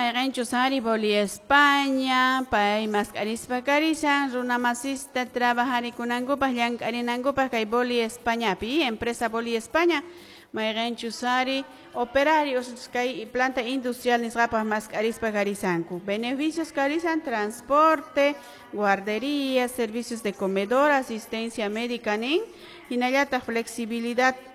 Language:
Quechua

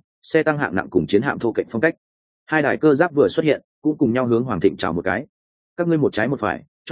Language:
Vietnamese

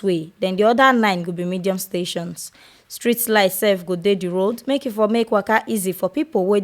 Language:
Nigerian Pidgin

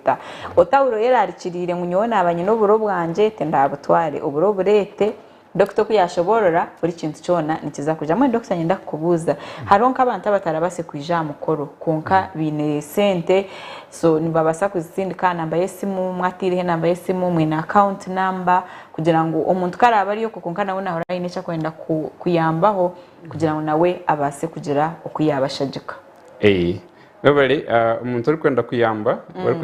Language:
Nyankole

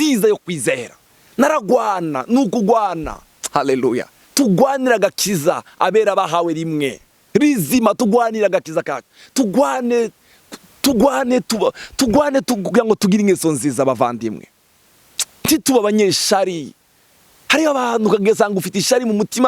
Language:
Rundi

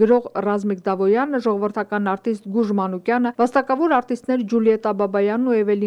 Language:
Armenian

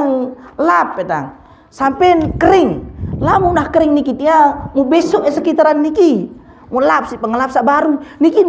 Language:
Sasak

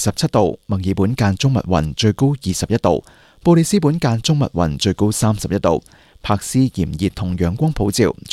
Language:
Cantonese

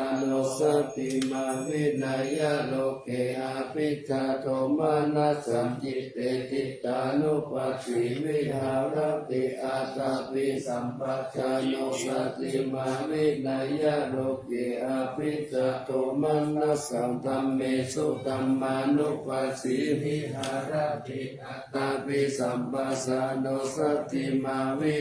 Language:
Pali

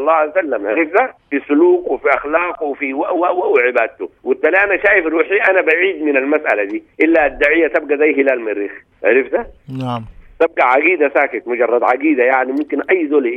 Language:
Sudanese Arabic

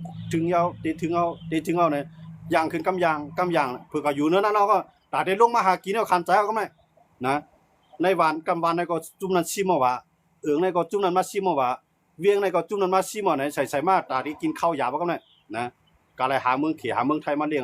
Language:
Shan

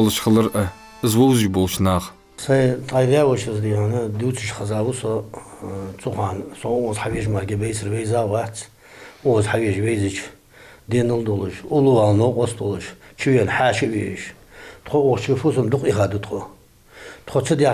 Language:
Ingush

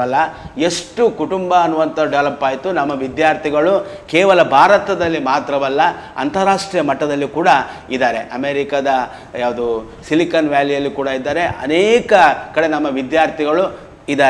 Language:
Kannada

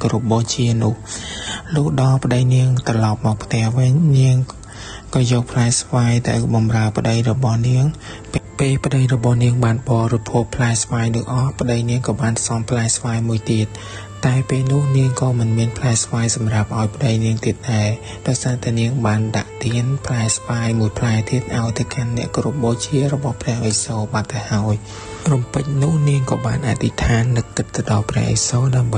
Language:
Khmer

